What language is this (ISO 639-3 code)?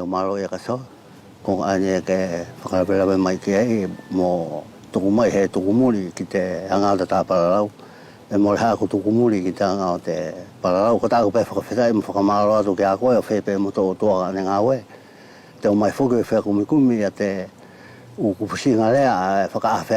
wls